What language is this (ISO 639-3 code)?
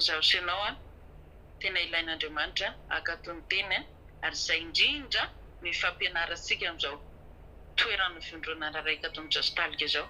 mlg